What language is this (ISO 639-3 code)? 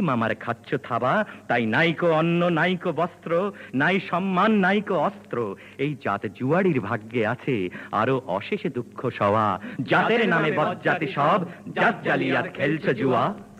ben